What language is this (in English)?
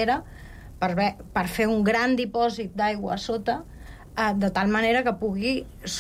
Catalan